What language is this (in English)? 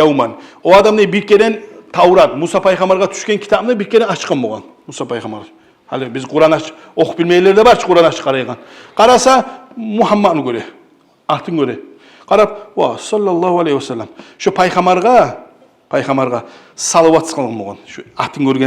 Kumyk